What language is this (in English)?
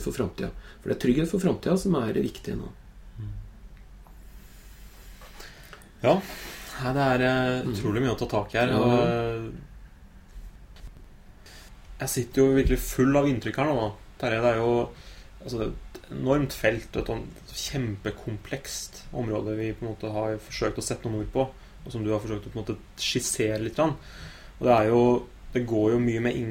Norwegian